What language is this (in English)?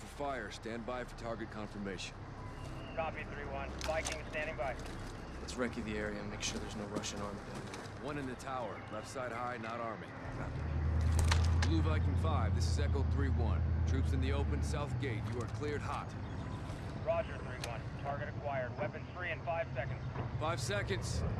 English